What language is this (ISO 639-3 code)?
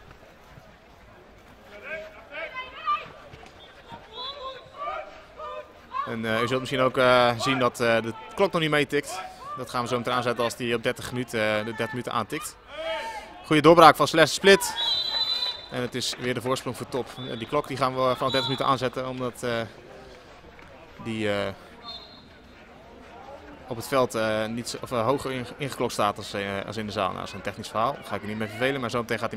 nld